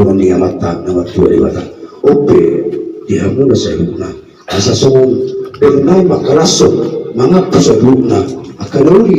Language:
Batak Toba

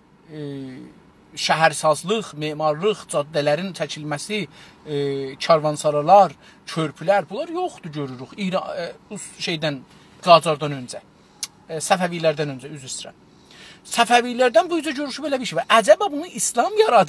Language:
South Azerbaijani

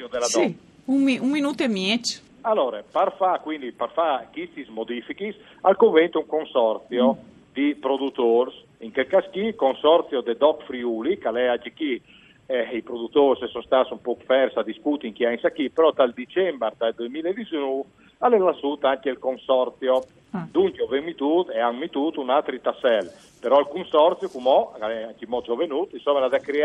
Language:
Friulian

